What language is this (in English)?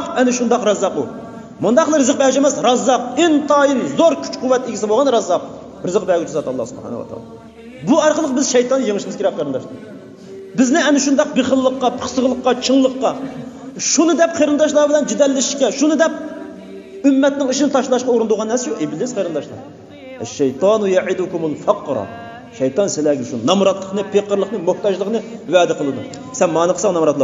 Uyghur